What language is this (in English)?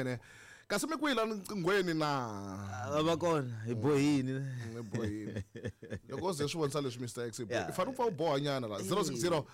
Tsonga